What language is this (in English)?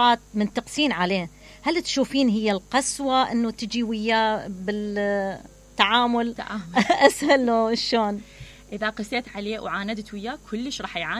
Mesopotamian Arabic